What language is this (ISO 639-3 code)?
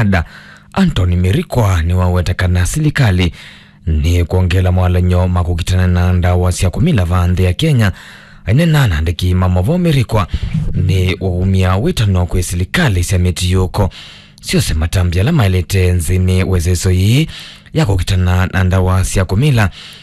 kam